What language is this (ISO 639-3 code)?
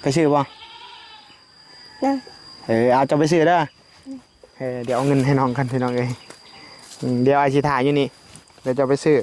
tts